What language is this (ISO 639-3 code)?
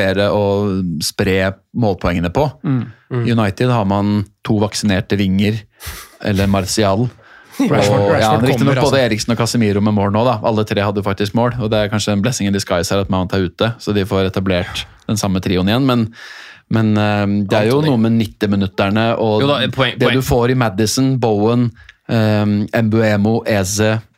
nor